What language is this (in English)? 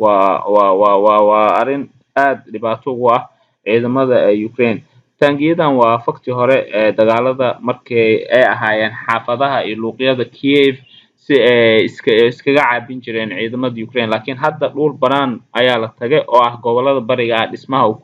Somali